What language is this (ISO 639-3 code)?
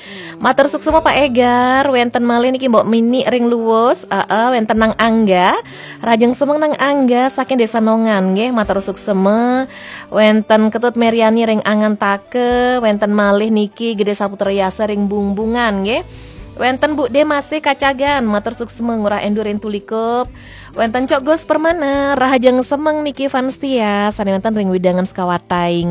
ban